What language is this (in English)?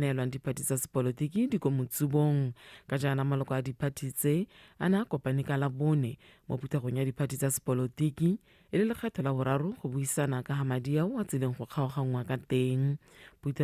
Tswana